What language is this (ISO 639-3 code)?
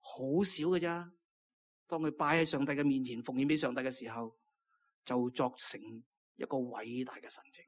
yue